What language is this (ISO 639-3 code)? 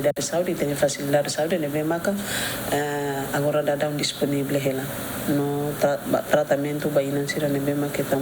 tet